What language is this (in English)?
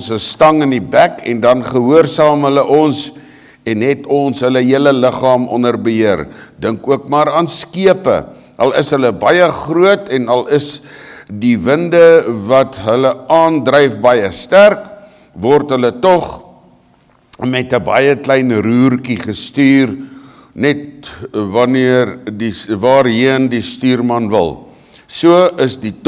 Afrikaans